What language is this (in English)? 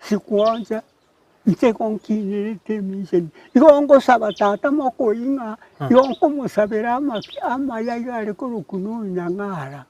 Gusii